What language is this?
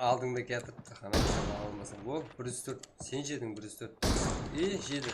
Kara-Kalpak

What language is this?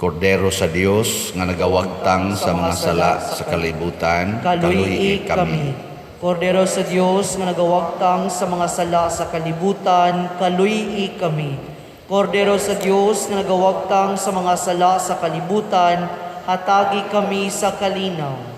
Cebuano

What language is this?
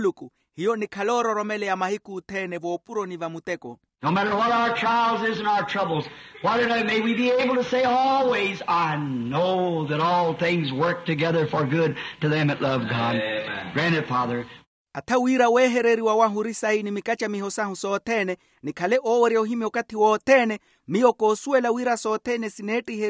Makhuwa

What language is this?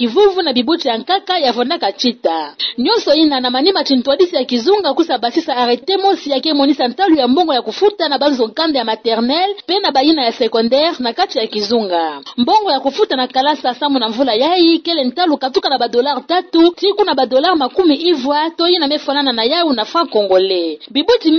Kituba (Democratic Republic of Congo)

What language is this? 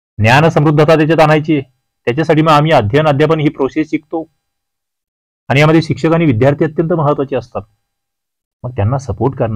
Marathi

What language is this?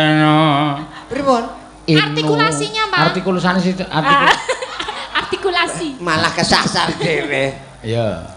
Javanese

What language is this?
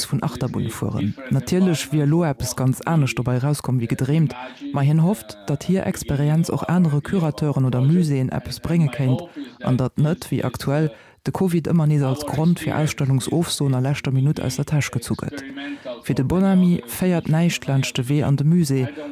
Luxembourgish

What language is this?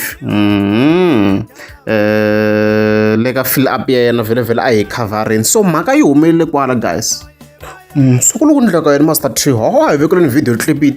Tsonga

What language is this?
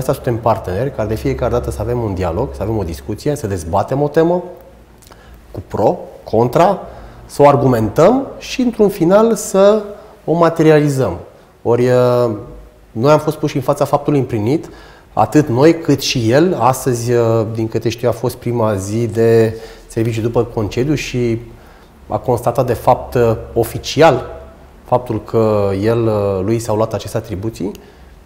Romanian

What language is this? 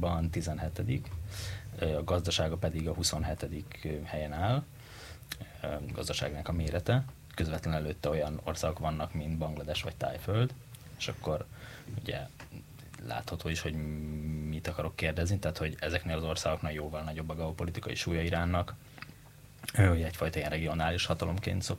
Hungarian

